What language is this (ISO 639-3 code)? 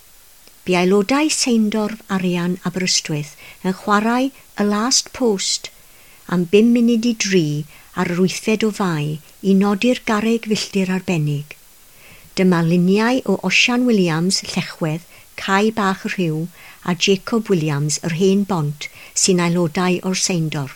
cym